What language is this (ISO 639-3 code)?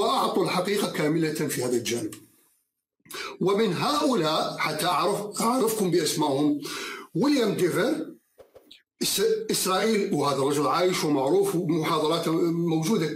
ara